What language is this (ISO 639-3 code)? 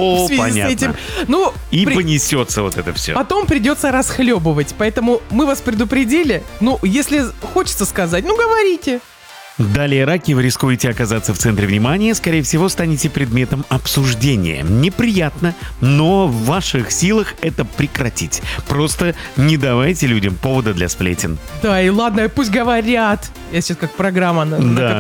rus